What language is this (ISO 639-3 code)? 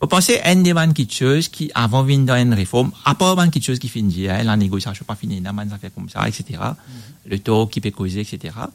mfe